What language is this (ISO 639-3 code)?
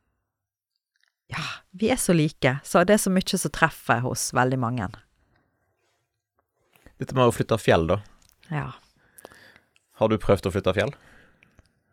nor